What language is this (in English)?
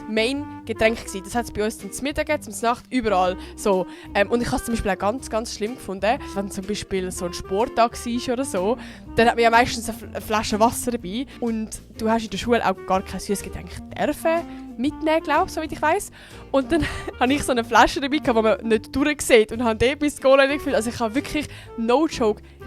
Swiss German